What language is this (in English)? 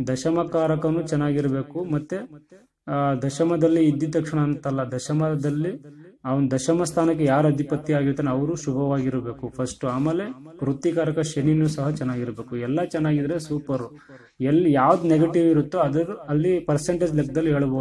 Kannada